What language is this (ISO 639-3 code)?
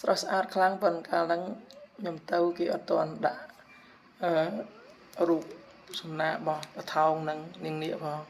khm